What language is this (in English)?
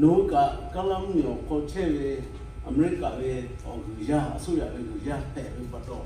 Lahu